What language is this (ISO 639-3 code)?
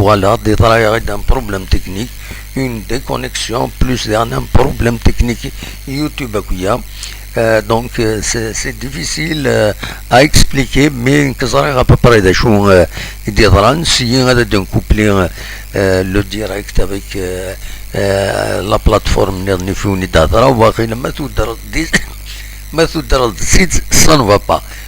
kab